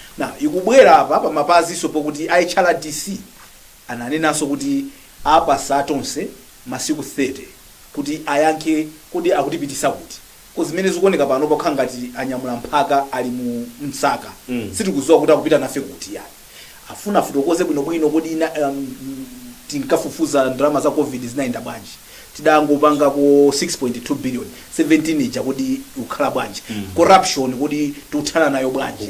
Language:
Nyanja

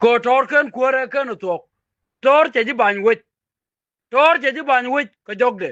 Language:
Nuer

